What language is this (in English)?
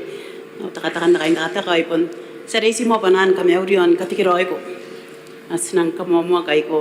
Gilbertese